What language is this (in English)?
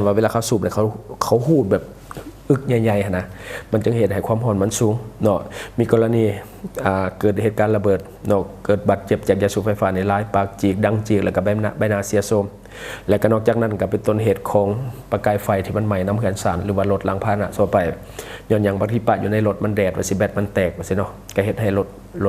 Lao